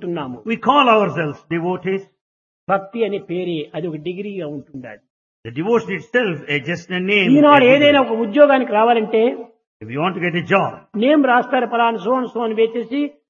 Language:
Telugu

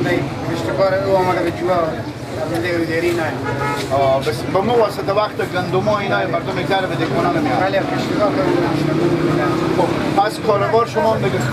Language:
Persian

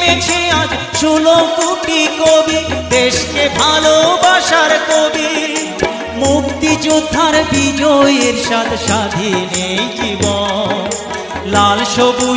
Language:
Bangla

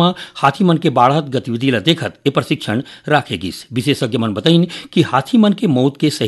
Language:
Chhattisgarhi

